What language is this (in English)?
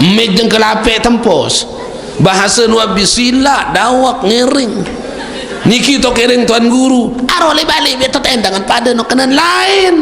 Sasak